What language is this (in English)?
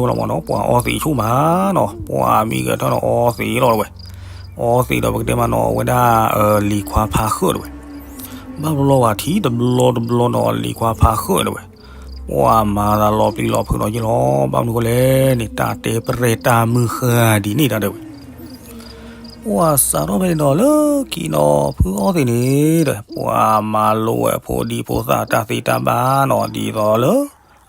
S'gaw Karen